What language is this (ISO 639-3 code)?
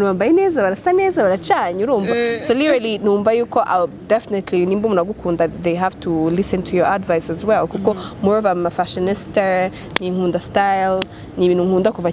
kin